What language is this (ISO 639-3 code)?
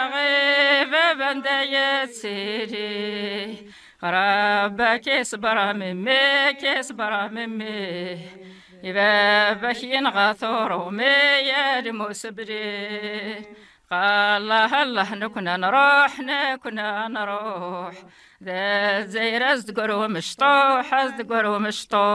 kab